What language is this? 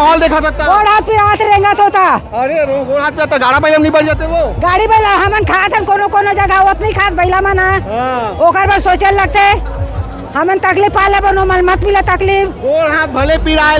Chhattisgarhi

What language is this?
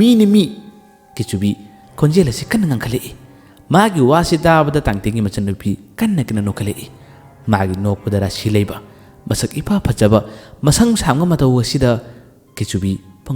Manipuri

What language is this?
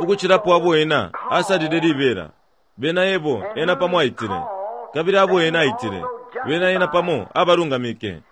Bemba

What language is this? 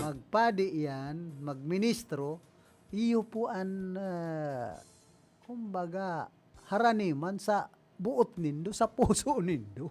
Bikol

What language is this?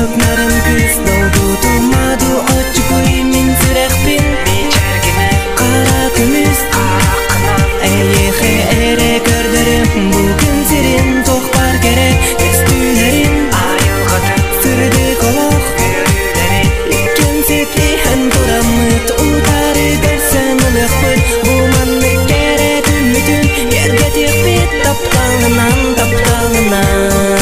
Kazakh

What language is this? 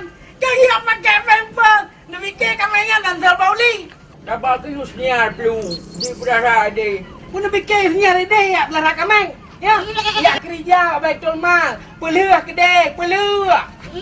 Achinese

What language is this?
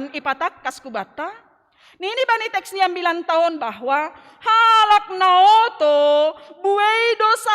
Batak Simalungun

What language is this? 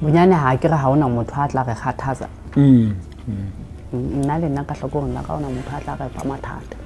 Southern Sotho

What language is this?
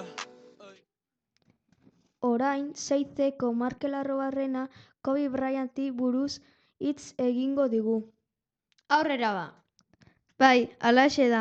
Basque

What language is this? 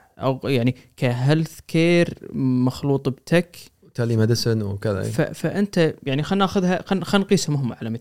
Gulf Arabic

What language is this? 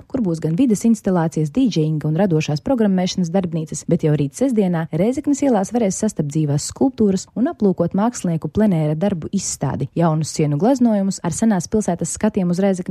Latvian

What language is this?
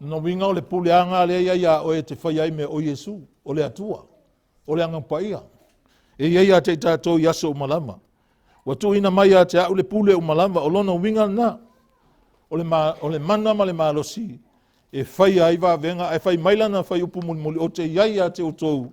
Samoan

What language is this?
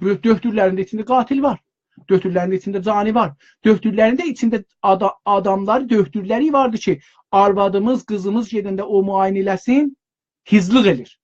South Azerbaijani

